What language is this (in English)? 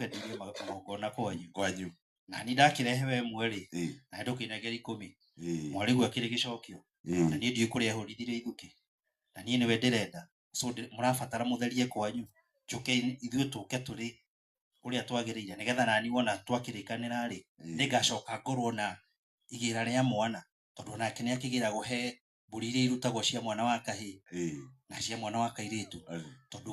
Kikuyu